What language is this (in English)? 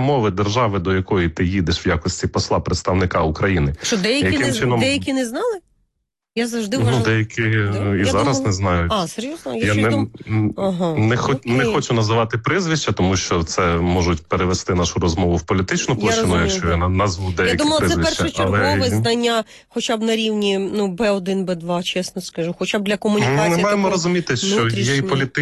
Ukrainian